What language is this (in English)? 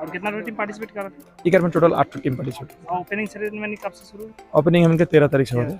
Sadri